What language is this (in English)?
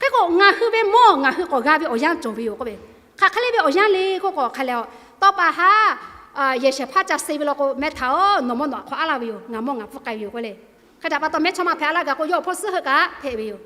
Lahu